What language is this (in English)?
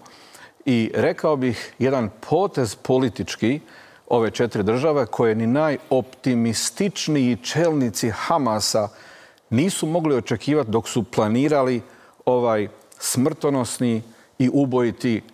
Croatian